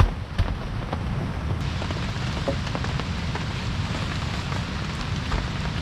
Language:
Greek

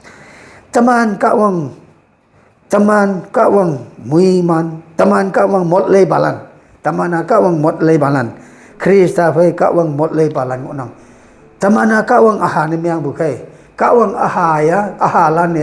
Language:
Konyak Naga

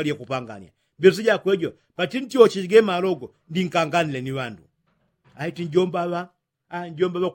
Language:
Yao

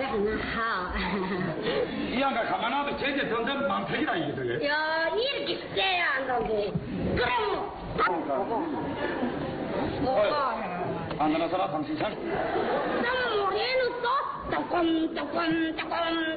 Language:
Korean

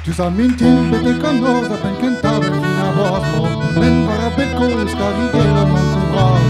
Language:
Breton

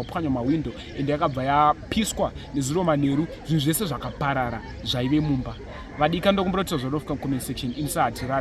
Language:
Shona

